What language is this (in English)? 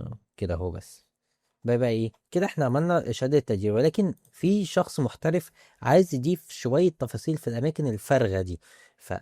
Egyptian Arabic